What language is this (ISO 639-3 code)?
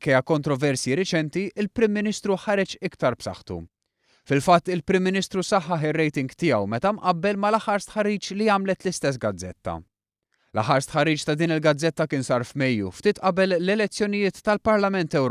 mlt